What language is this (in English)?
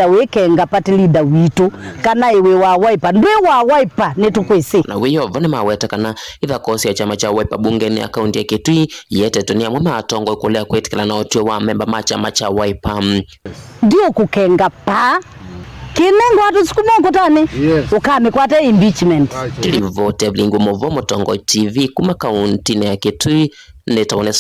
Kamba